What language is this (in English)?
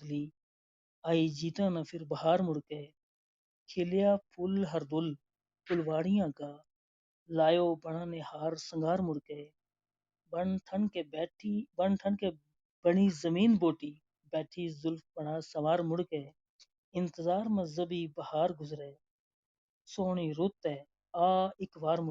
Gujari